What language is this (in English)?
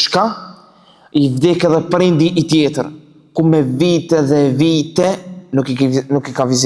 Albanian